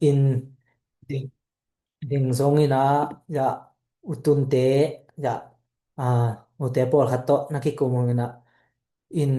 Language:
Tedim Chin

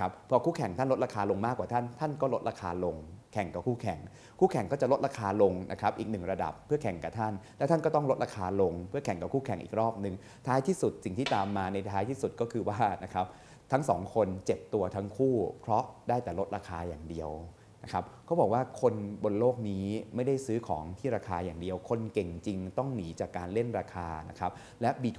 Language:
Thai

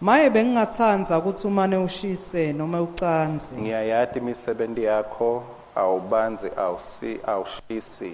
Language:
Swati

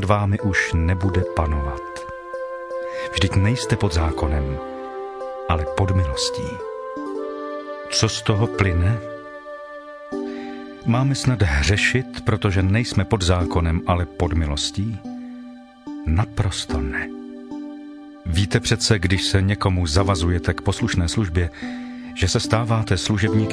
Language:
Czech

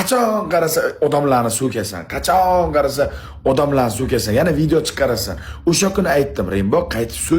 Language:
Uzbek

